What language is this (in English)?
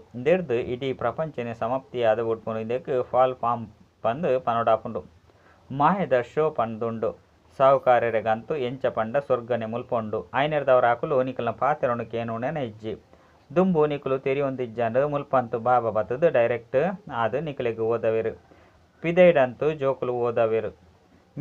Tulu